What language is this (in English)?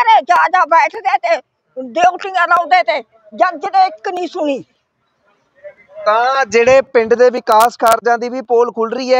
Punjabi